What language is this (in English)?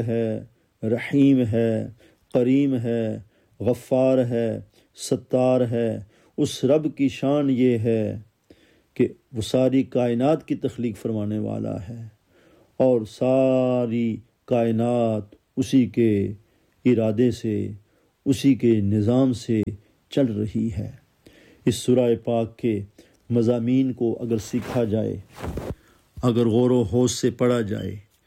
Urdu